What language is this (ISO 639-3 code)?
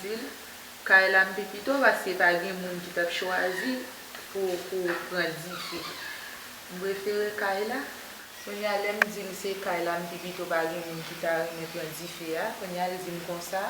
hat